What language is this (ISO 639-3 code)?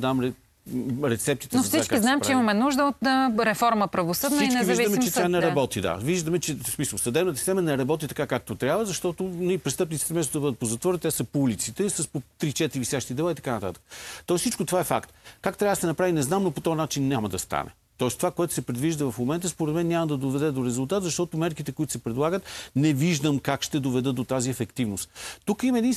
bul